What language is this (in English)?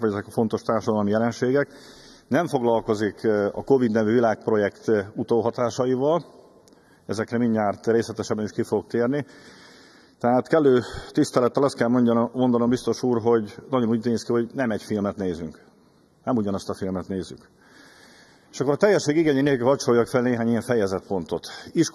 Hungarian